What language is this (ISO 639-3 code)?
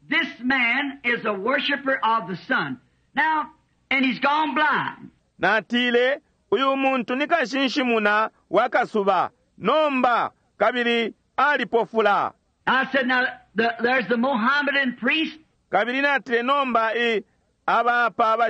bem